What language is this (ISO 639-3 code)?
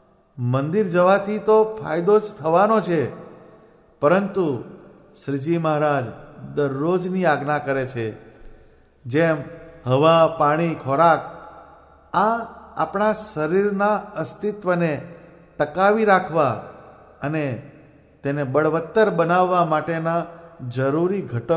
guj